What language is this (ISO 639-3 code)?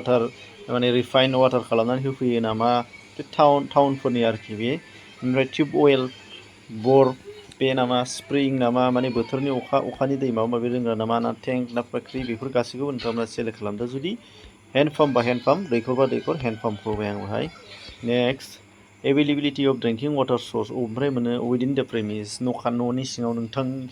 brx